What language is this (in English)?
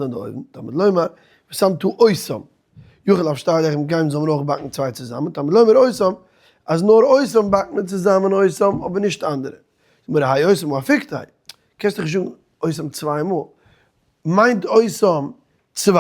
Yiddish